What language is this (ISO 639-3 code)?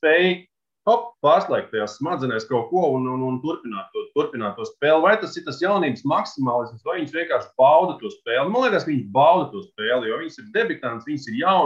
lav